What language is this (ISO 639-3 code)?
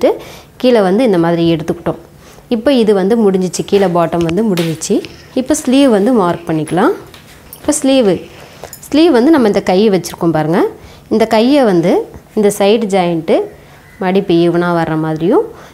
tam